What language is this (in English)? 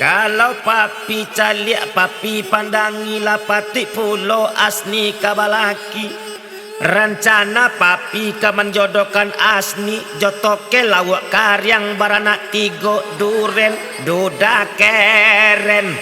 Minangkabau